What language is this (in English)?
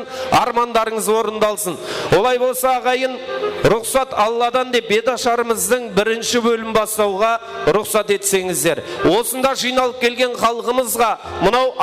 Kara-Kalpak